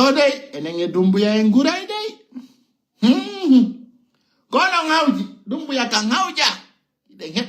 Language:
Fula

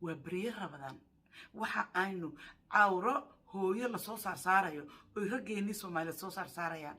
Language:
Somali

